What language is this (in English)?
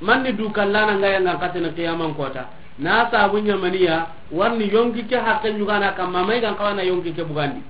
Soninke